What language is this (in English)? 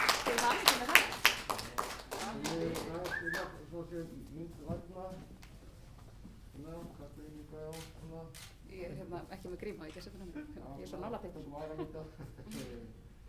Icelandic